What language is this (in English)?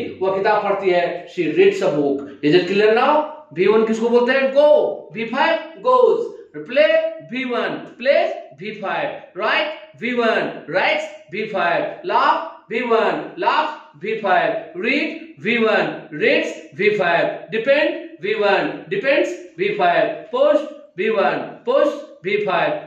Hindi